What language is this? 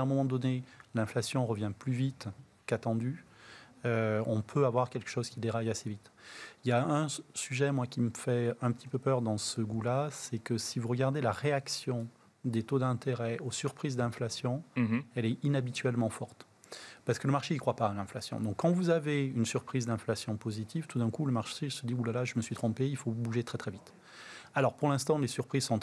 French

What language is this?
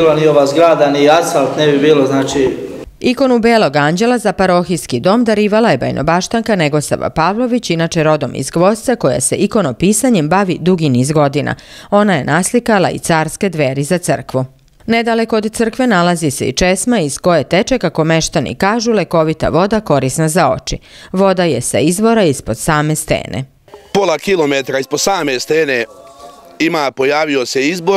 Serbian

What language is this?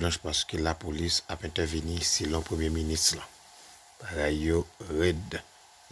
Haitian Creole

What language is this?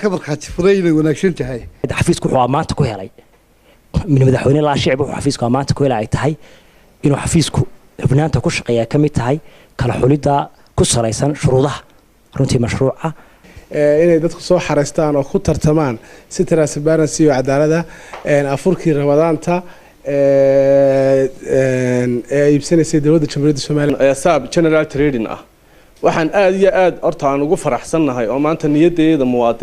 Somali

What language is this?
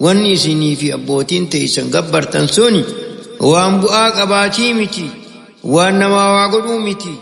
Oromo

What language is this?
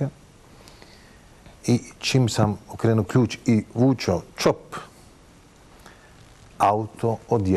Bosnian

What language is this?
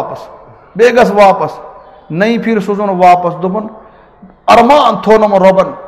Kashmiri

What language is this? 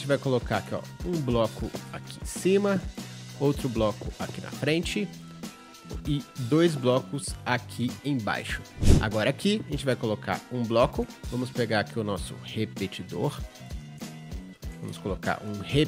Portuguese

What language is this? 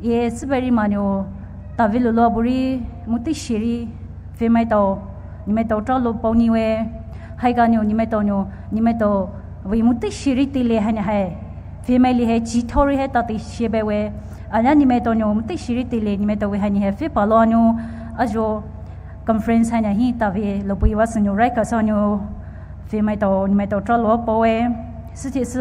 Poumei Naga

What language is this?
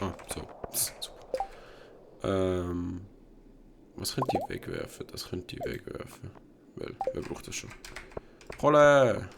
Swiss German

